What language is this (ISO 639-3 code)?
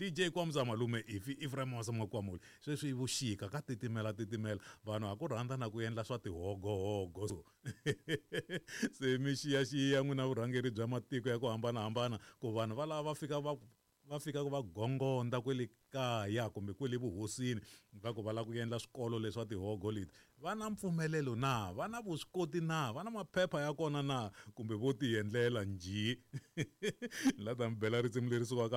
tso